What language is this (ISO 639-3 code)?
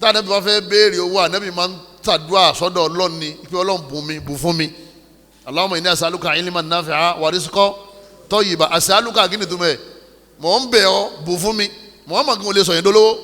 yor